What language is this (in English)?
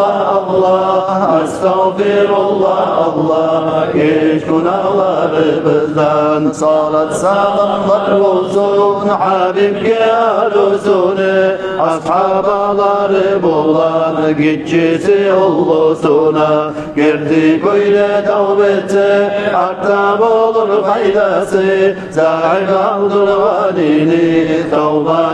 Kumyk